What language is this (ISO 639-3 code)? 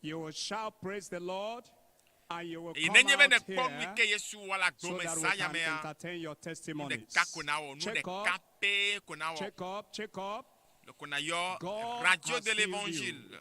ewe